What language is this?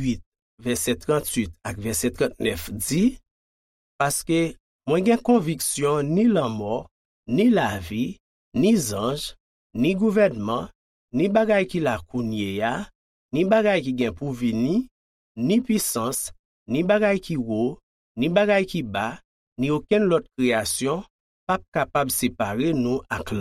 Haitian Creole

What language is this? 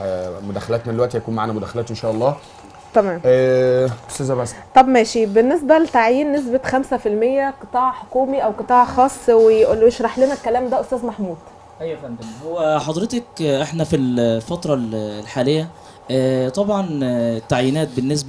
Egyptian Arabic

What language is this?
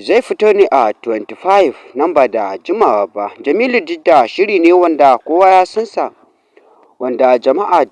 Hausa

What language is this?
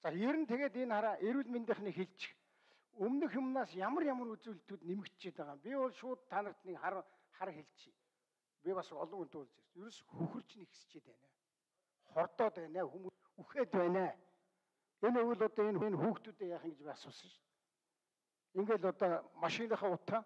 Mongolian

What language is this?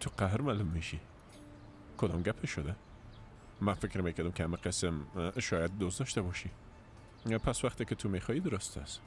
Persian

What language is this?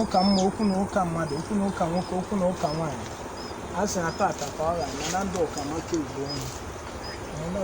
Igbo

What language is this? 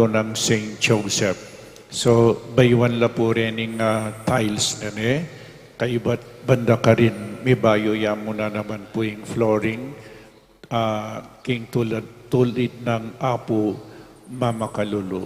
Pampanga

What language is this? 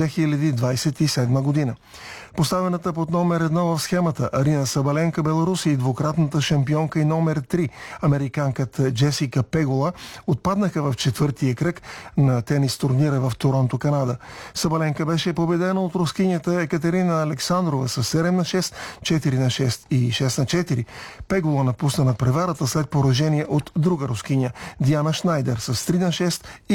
Bulgarian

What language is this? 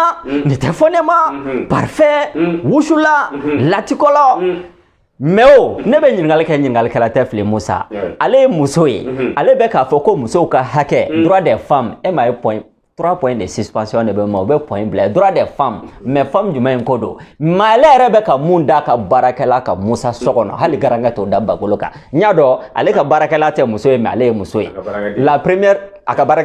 Bambara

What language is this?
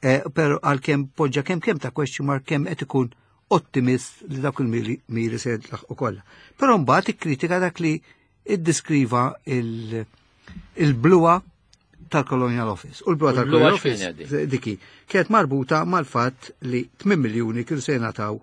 Maltese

